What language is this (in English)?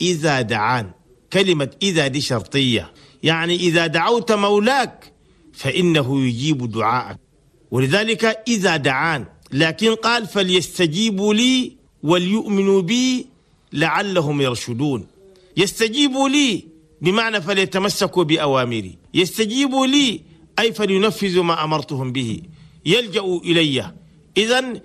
Chadian Arabic